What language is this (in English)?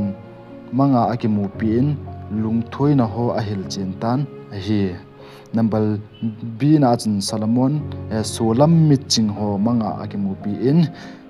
Thado Chin